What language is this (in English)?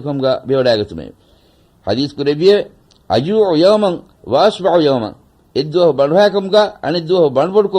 Divehi